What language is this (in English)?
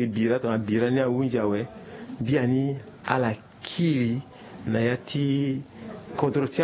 Sango